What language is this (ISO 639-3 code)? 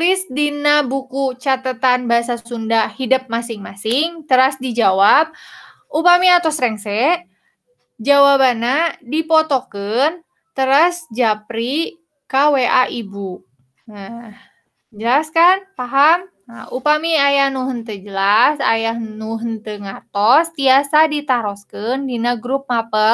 sun